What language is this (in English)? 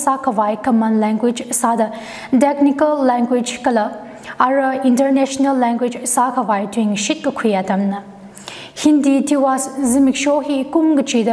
Tangkhul Naga (India)